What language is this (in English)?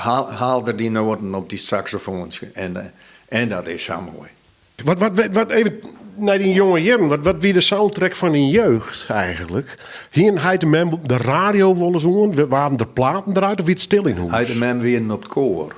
Western Frisian